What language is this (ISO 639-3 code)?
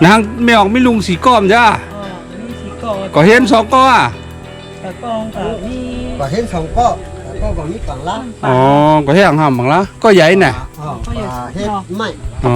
shn